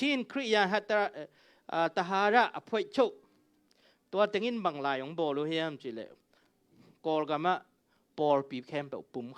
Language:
Tedim Chin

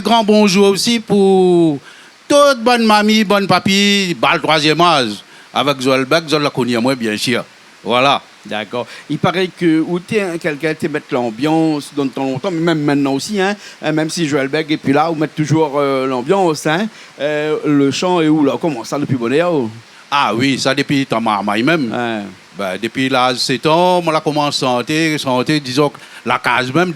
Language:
Réunion Creole French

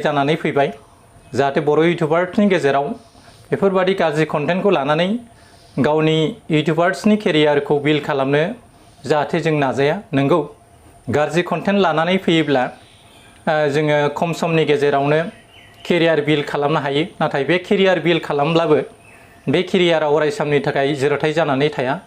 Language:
Bodo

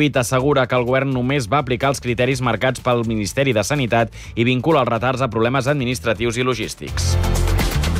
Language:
Catalan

